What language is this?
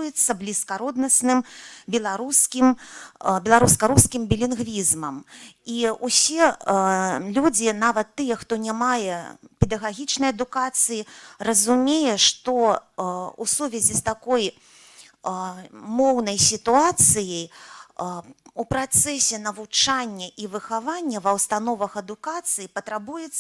Belarusian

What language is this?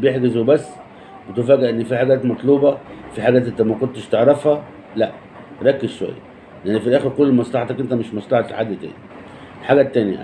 Egyptian Arabic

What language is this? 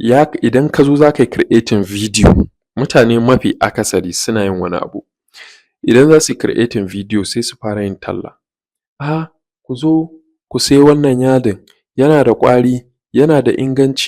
Hausa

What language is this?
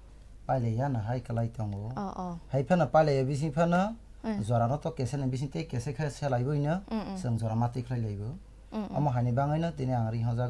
Kok Borok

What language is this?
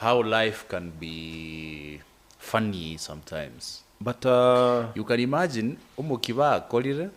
Gusii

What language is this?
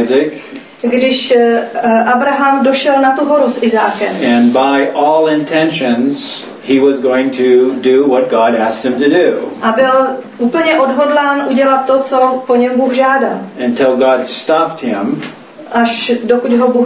Czech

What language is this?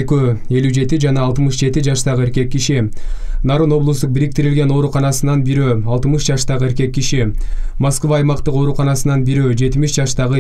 Kyrgyz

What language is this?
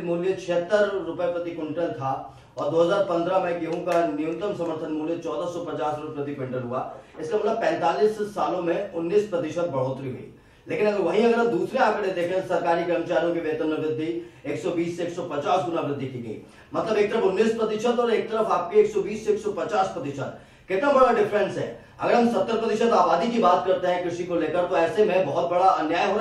Hindi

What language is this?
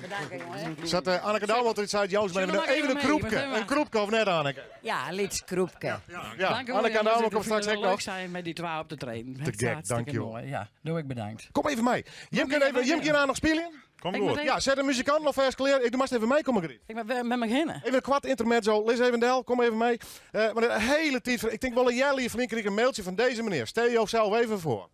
Western Frisian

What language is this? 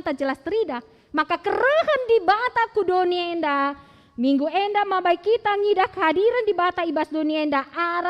Batak Karo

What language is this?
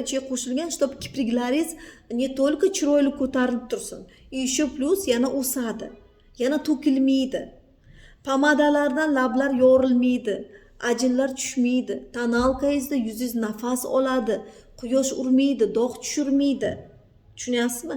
Uzbek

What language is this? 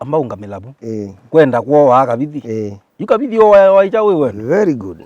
Kamba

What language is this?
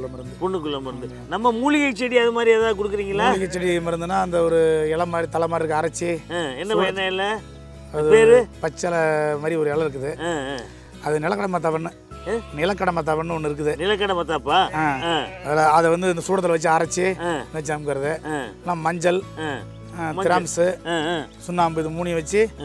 Tamil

